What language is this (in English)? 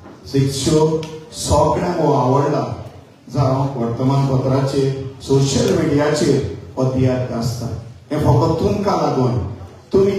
Konkani